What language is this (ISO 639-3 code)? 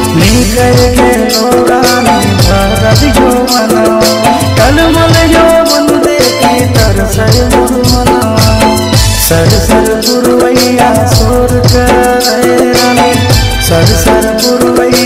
bho